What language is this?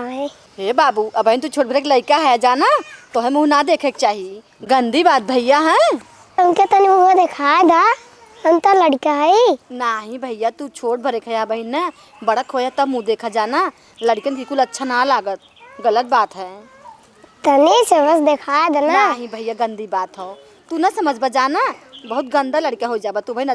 Awadhi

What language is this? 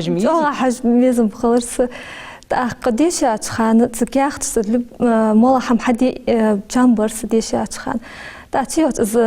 Ingush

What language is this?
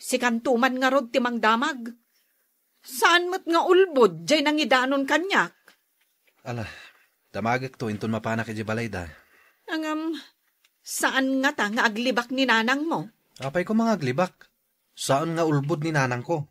Iloko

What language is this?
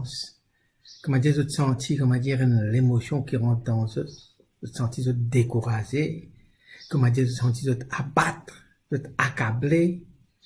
Morisyen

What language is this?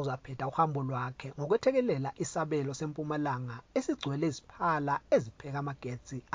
North Ndebele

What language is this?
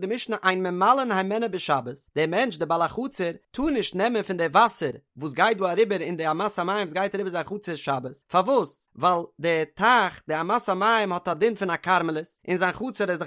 Yiddish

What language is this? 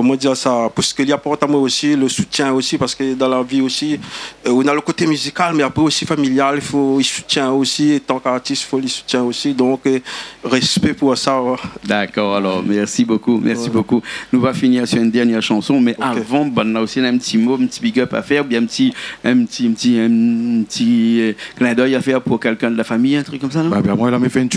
Réunion Creole French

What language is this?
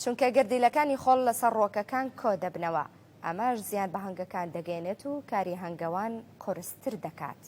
Central Kurdish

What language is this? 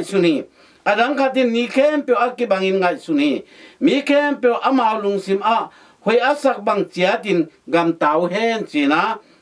Tedim Chin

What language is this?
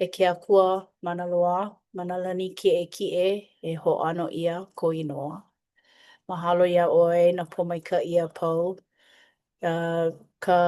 Hawaiian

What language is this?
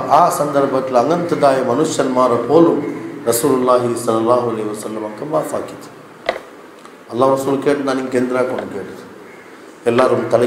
Kannada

